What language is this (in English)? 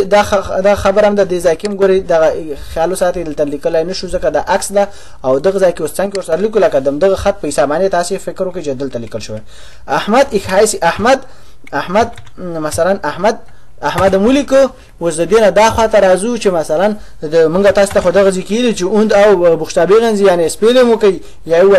Pashto